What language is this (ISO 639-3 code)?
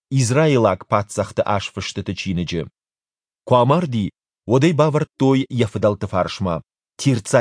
oss